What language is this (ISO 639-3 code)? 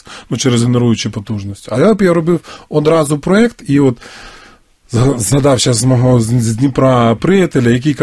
ukr